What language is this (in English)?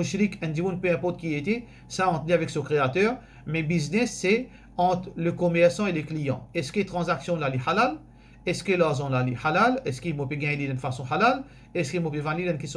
Morisyen